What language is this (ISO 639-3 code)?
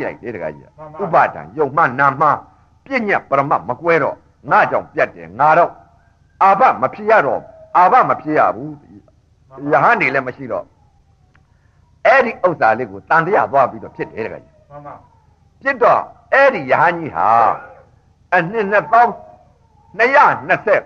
mya